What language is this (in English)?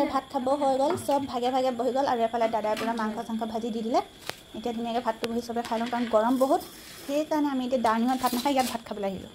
Assamese